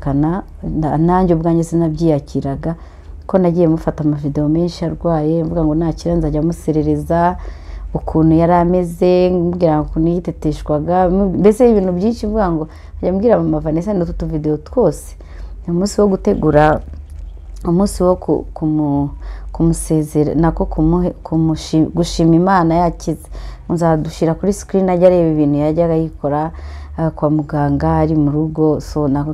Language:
Kinyarwanda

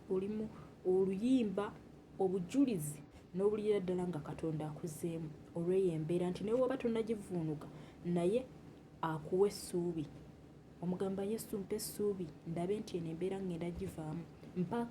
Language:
Ganda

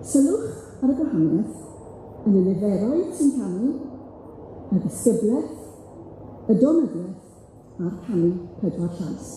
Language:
Welsh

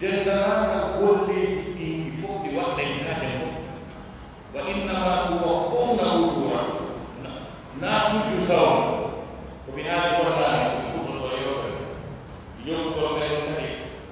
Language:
Pular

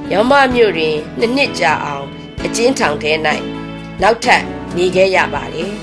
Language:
Burmese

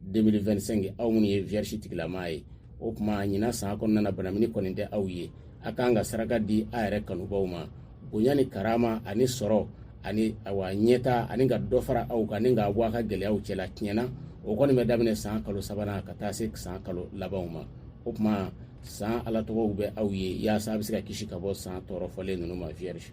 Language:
Bambara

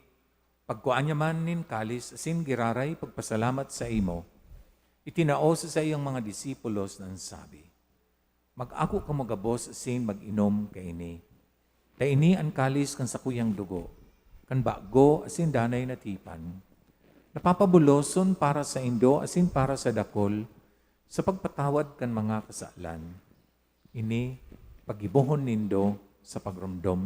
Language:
Bikol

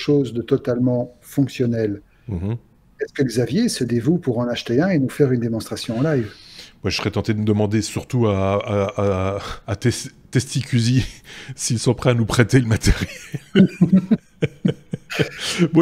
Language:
French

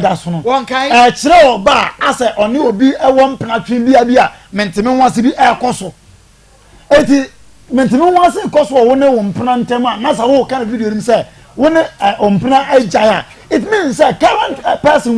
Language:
Akan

